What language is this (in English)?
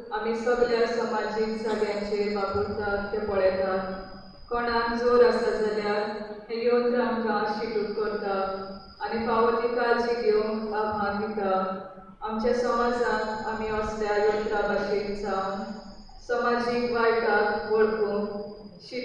Konkani